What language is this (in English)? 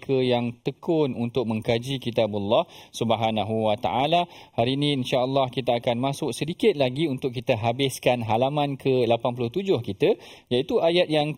Malay